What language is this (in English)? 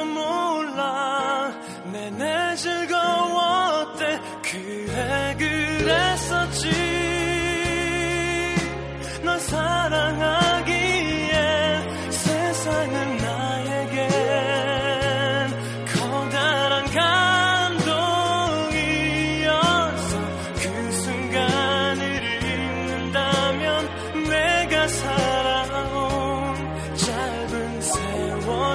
Korean